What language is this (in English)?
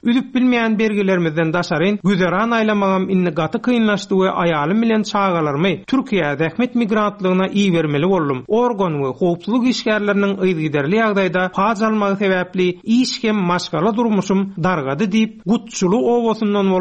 Turkmen